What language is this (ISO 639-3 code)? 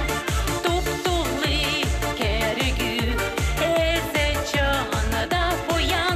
chv